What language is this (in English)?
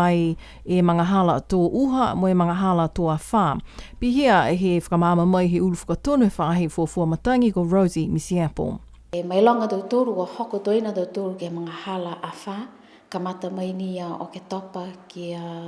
Niuean